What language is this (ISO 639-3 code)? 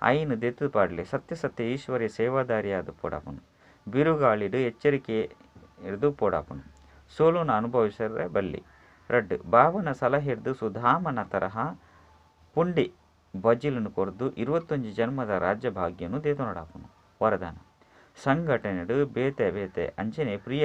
tcy